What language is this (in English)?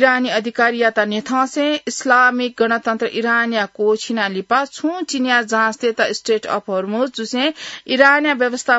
Newari